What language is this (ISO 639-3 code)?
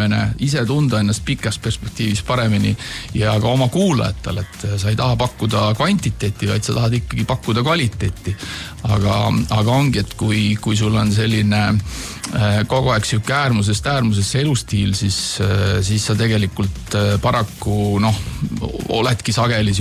est